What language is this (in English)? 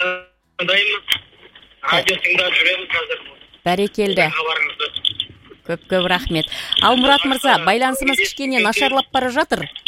Kazakh